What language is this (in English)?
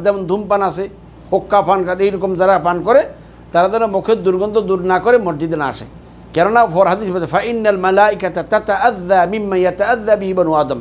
Bangla